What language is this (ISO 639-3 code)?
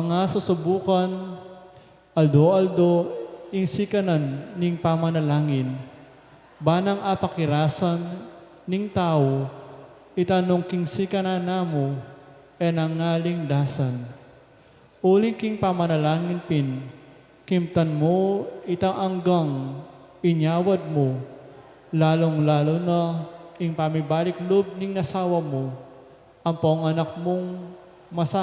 pam